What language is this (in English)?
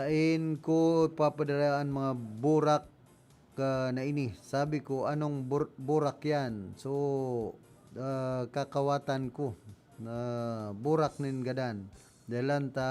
Bikol